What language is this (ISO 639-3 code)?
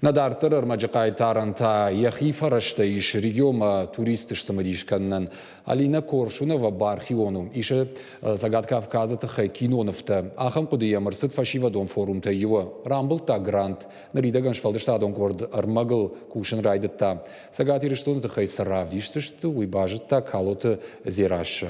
oss